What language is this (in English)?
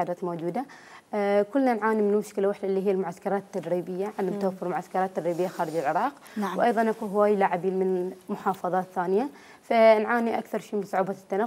Mesopotamian Arabic